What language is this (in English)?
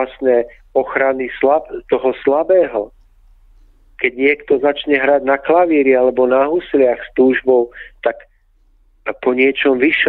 Slovak